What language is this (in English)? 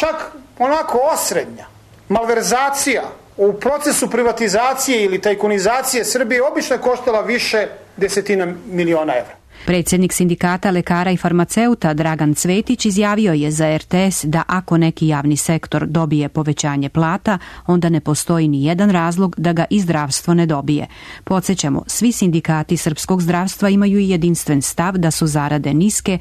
Serbian